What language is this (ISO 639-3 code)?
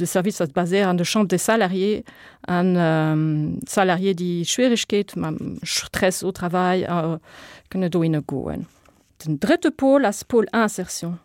ltz